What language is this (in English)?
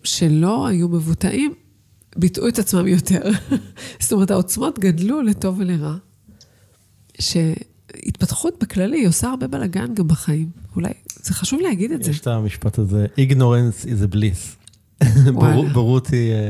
Hebrew